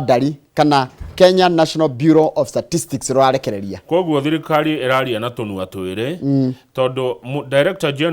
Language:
Kikuyu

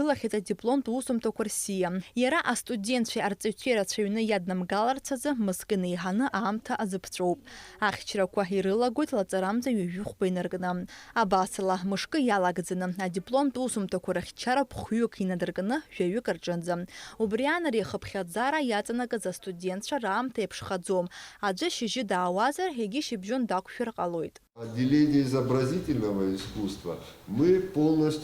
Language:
Abkhazian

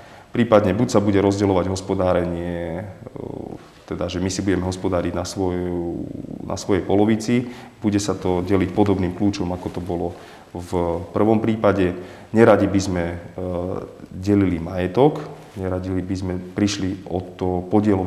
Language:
Slovak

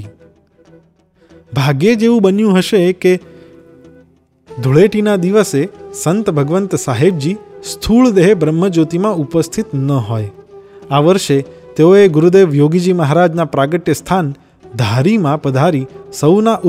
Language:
Gujarati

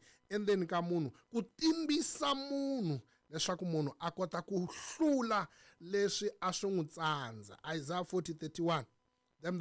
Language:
Tsonga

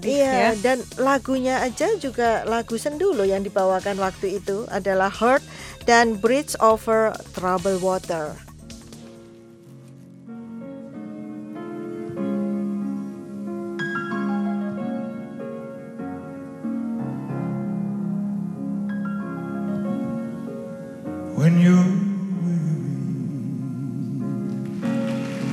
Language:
Indonesian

